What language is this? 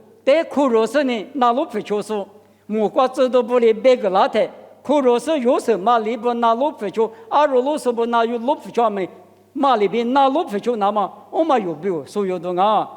Lisu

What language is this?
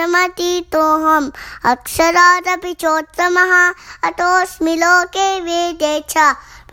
Sanskrit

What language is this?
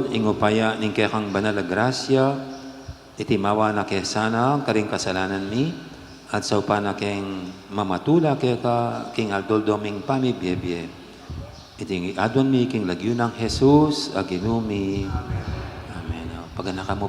Pampanga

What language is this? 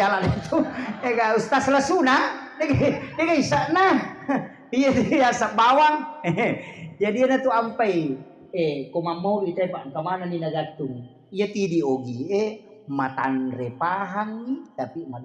Buginese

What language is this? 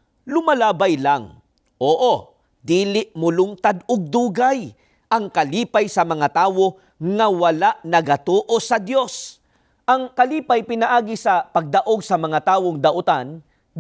Cebuano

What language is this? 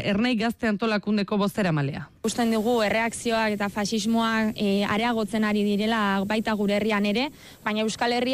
Basque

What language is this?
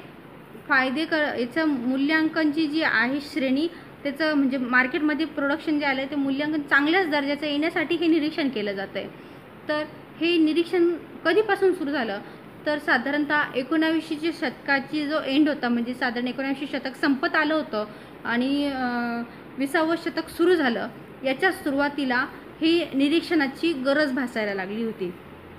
Marathi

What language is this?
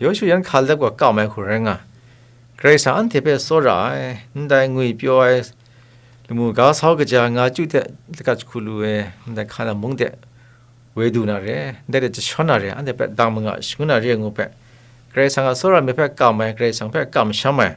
Kachin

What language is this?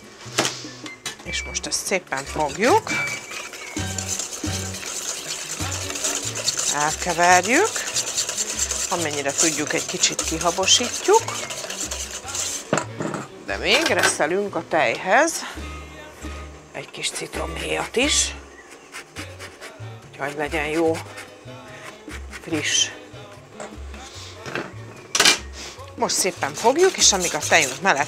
Hungarian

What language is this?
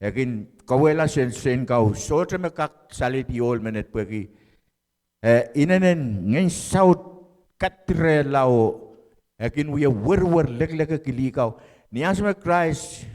Pohnpeian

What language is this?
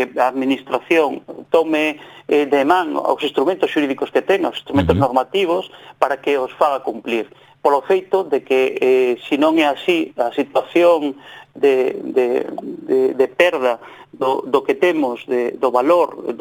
Galician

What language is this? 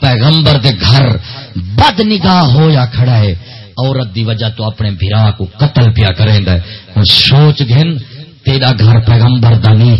Saraiki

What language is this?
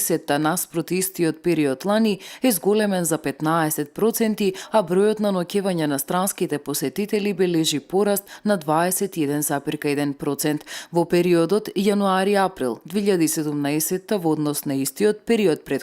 Macedonian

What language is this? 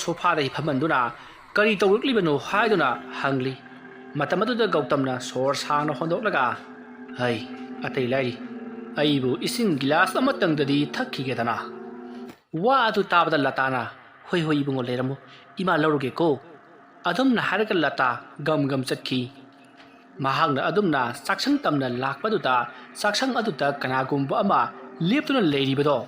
Manipuri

